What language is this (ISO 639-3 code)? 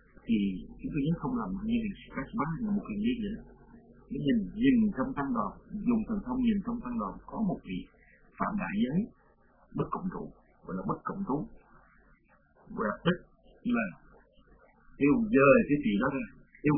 vie